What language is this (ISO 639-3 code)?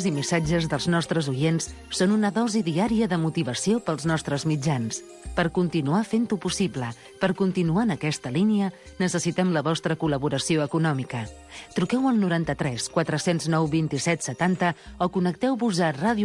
cat